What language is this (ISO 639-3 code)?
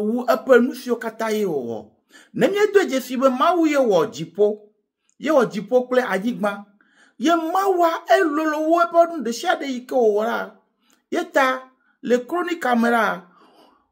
ewe